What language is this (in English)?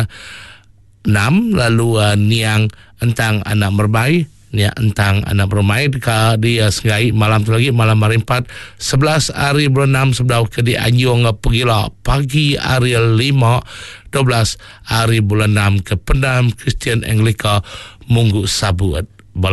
Iban